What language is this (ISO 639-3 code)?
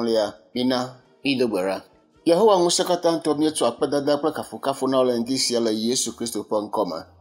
ewe